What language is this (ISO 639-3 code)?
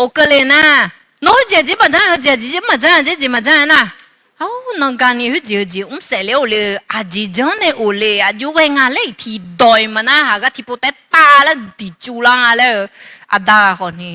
ahk